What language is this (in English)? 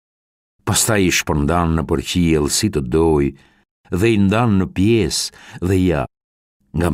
Albanian